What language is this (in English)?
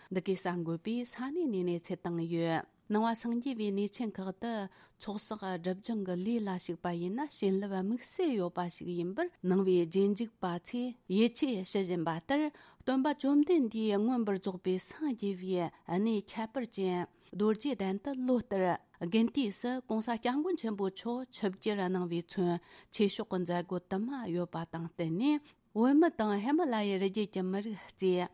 Tibetan